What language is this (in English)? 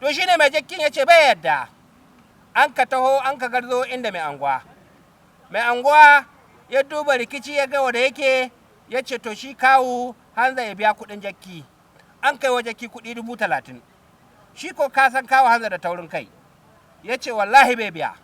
Hausa